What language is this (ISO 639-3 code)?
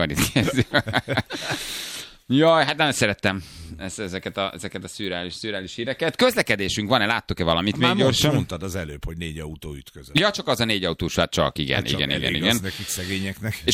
hun